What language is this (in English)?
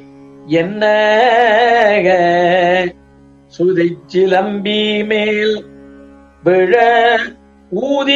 Tamil